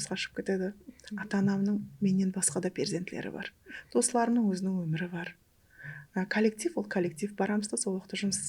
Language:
Kara-Kalpak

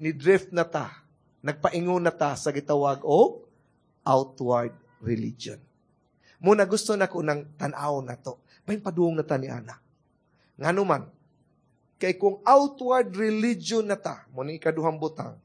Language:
Cebuano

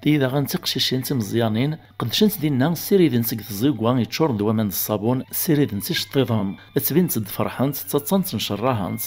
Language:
Kabyle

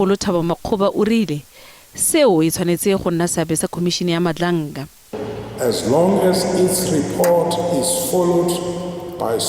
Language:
Tswana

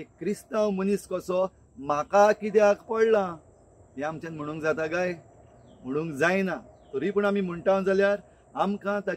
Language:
Konkani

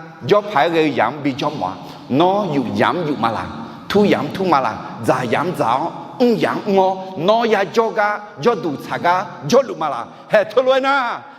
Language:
Akha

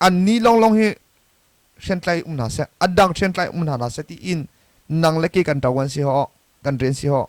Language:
Hakha Chin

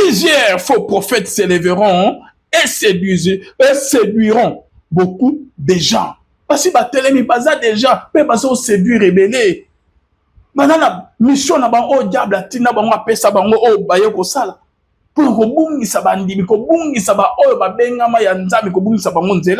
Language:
Lingala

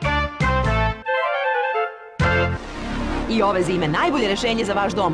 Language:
Serbian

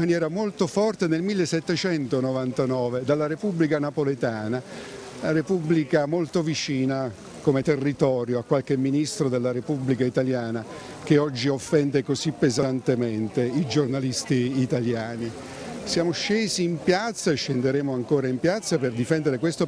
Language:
Italian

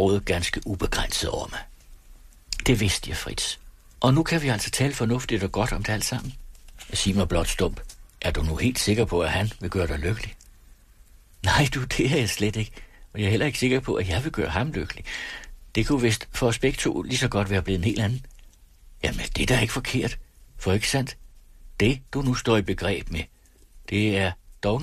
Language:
Danish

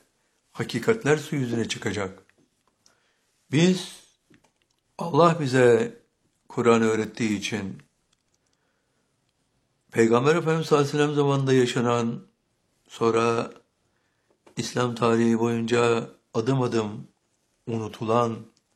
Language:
Turkish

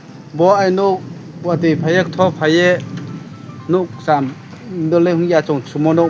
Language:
Riang (India)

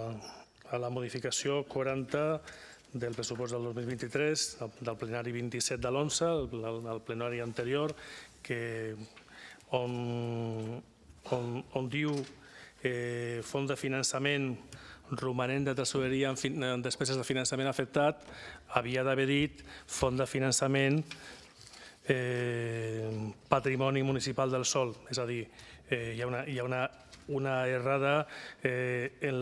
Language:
Catalan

